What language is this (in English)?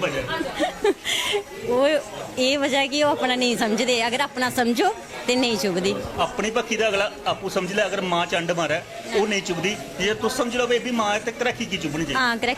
Dogri